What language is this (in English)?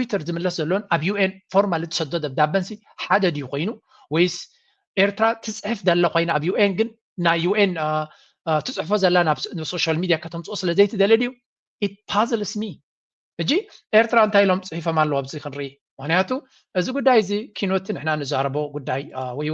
Tigrinya